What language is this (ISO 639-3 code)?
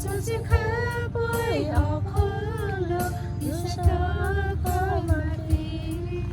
lhu